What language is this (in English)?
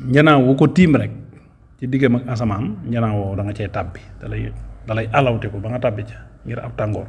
Wolof